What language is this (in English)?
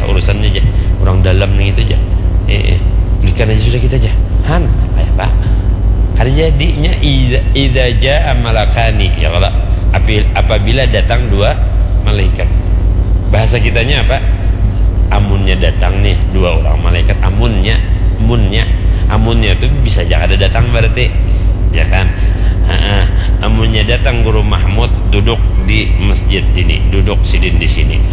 Banjar